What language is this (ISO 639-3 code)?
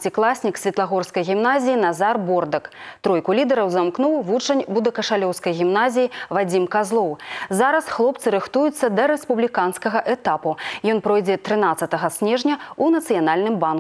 bel